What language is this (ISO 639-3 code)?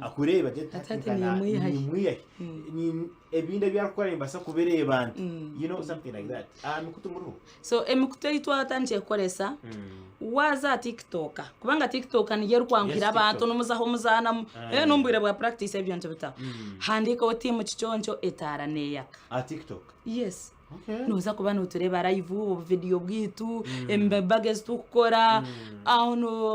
nyn